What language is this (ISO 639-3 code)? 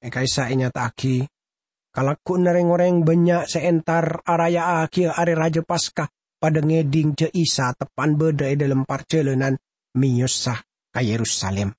mad